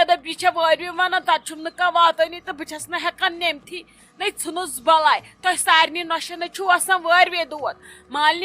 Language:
Kashmiri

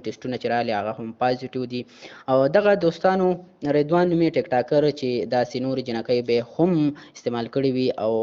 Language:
Pashto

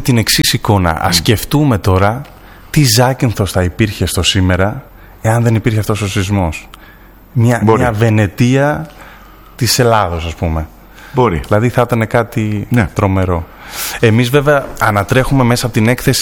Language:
Greek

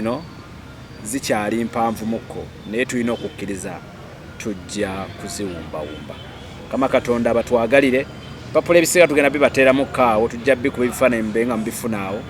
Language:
Ganda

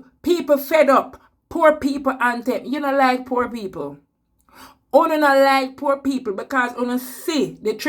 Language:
Jamaican Creole English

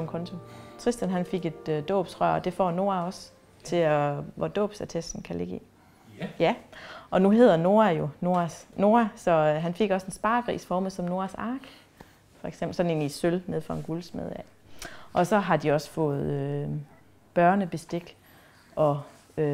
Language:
Danish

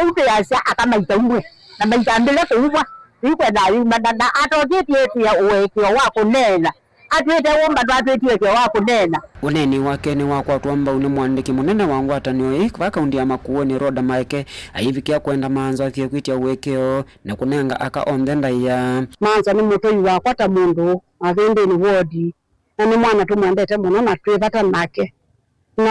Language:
Kamba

